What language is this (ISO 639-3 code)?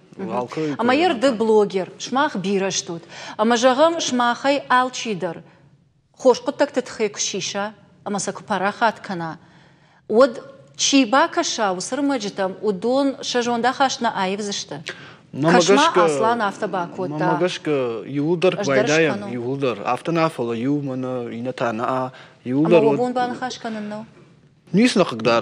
oss